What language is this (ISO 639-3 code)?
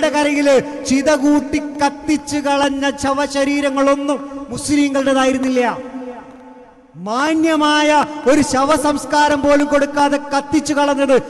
mal